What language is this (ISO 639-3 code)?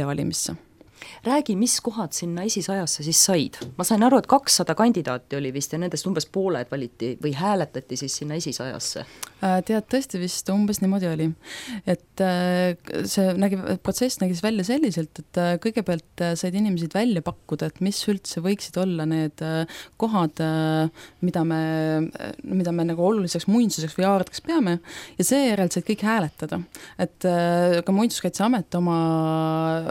est